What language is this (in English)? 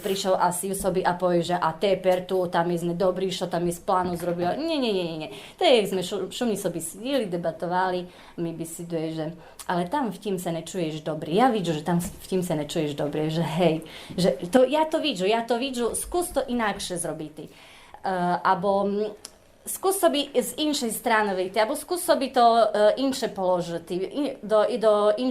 Rusyn